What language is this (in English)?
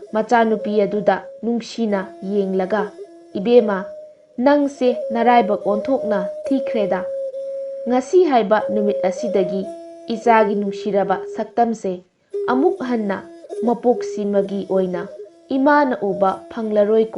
Manipuri